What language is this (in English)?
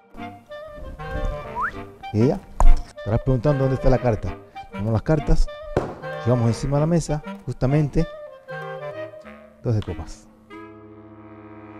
Spanish